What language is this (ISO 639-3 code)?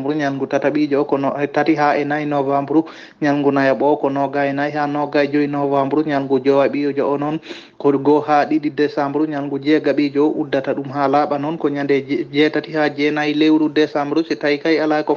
ful